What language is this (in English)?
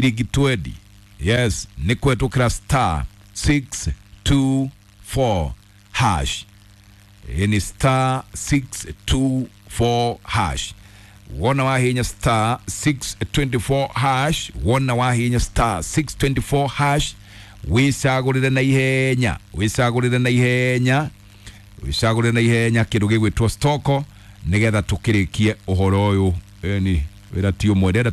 Kikuyu